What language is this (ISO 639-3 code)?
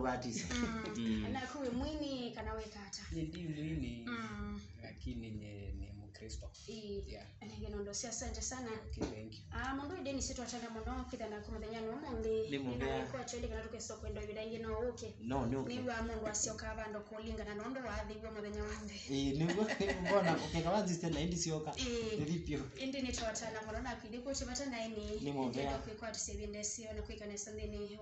kam